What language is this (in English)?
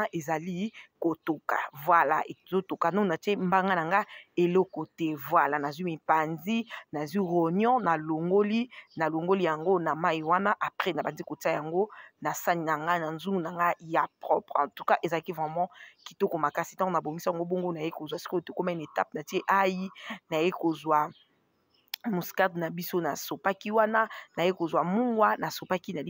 Lingala